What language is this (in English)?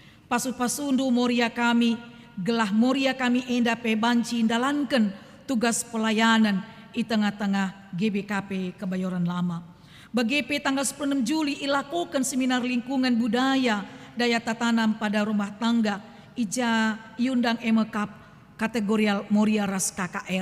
Batak Karo